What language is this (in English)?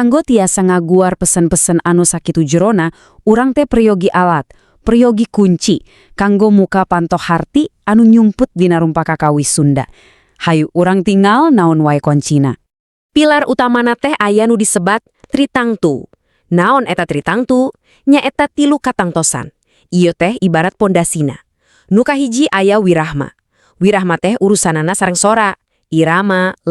Sundanese